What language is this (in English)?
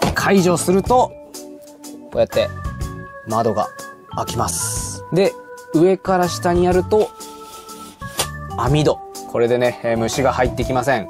Japanese